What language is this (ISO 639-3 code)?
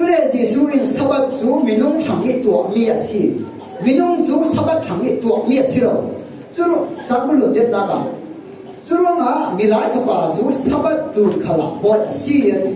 cfm